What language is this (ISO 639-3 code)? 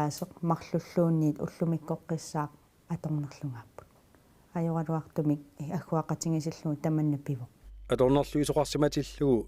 kal